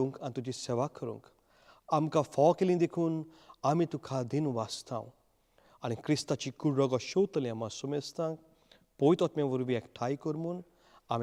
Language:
Konkani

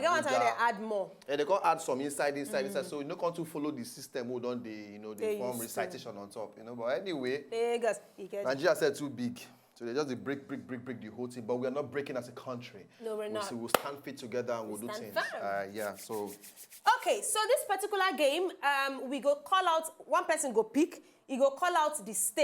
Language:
Nigerian Pidgin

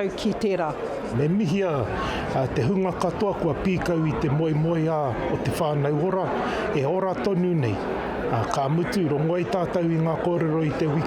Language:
Māori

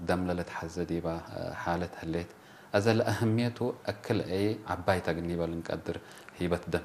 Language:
Tigre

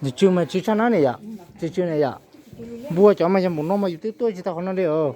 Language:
Hmong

